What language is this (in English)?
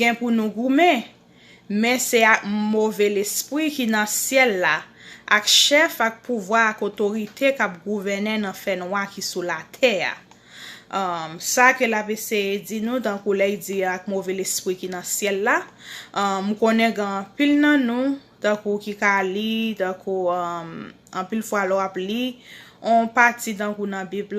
Haitian Creole